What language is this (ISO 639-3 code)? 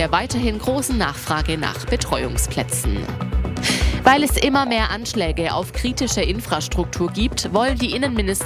deu